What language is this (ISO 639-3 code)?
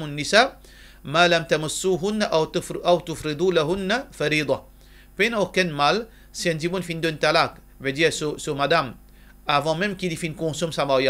mfe